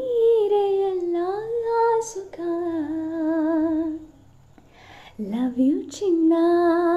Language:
Kannada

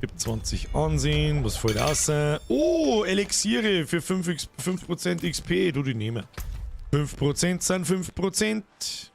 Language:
Bavarian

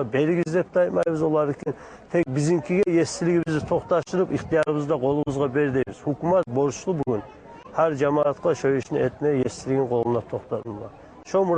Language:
Kumyk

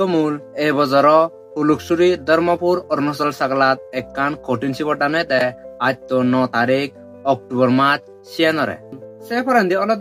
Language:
Chakma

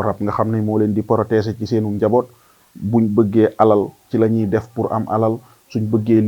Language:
Wolof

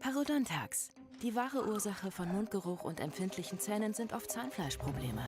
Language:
Bavarian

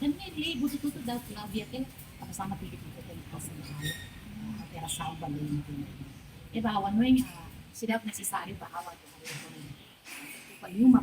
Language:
Tetum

